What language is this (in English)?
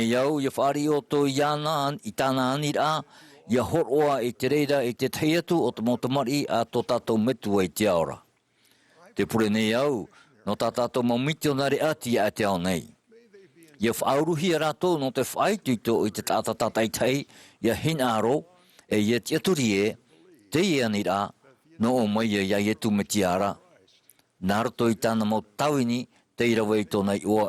Tahitian